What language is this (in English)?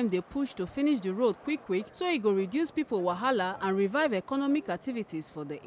Nigerian Pidgin